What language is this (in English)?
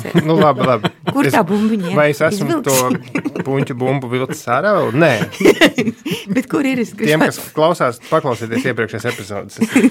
Latvian